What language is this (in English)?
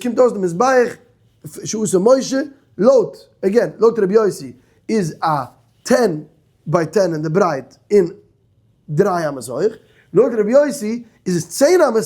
Yiddish